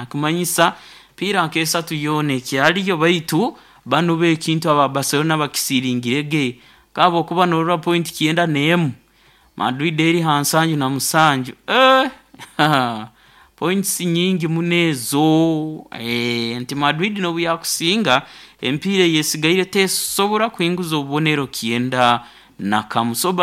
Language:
Nyoro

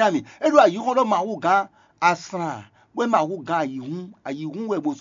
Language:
Fon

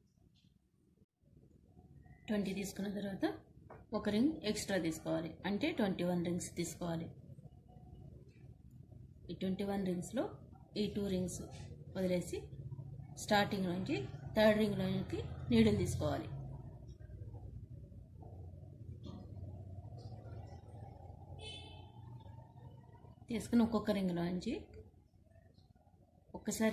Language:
Telugu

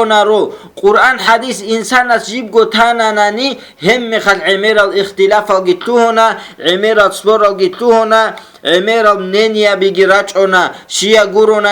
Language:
Avaric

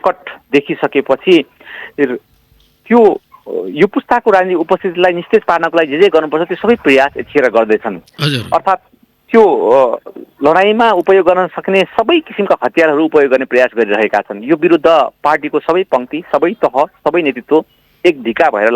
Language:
Nepali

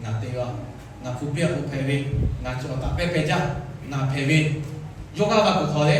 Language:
Lahu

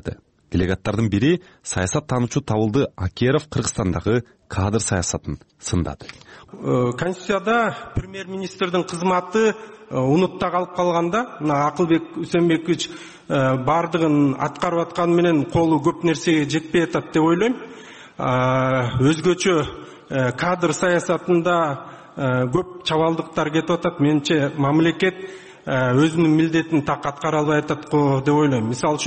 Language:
Kyrgyz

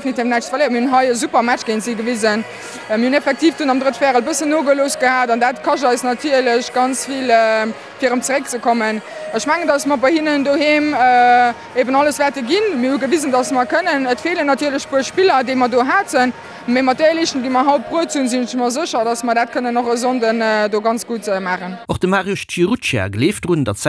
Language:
Luxembourgish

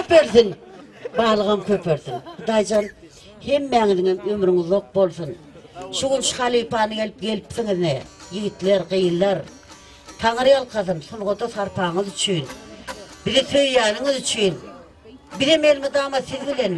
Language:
Turkmen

